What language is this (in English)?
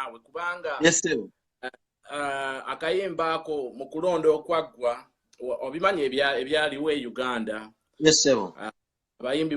Ganda